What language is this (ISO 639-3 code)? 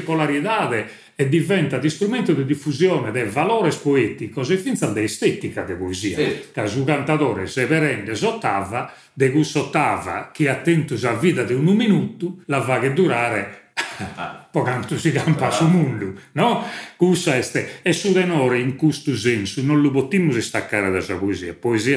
srd